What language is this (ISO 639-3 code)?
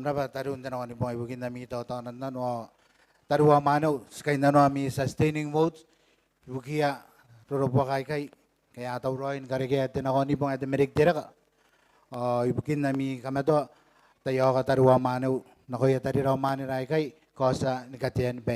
gil